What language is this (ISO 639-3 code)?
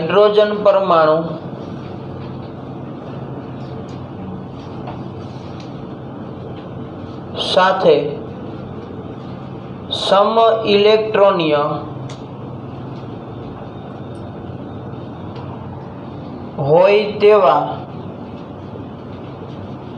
guj